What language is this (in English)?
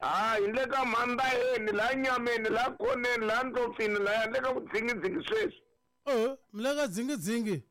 Tsonga